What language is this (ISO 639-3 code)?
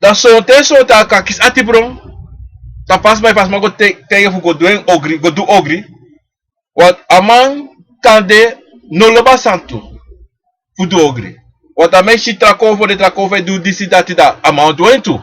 srn